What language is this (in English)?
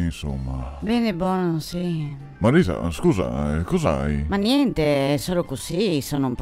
Venetian